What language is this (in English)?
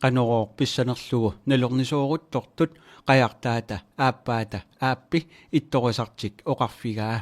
Kalaallisut